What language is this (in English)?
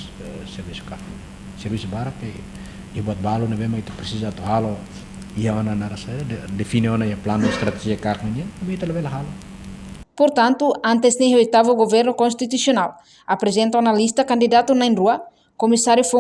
Tetum